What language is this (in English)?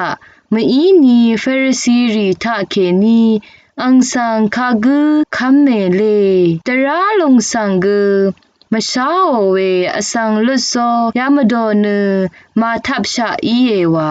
Rawang